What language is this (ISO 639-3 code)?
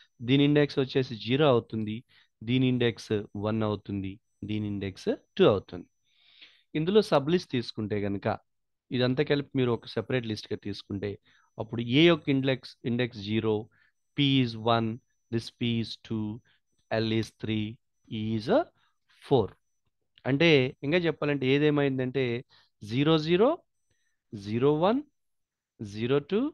tel